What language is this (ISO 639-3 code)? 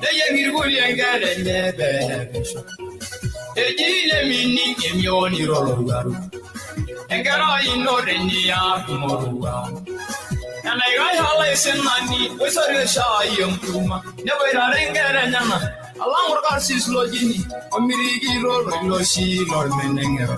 mas